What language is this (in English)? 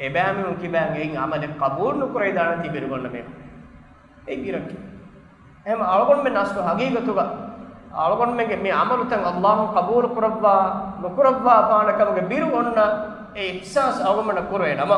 Divehi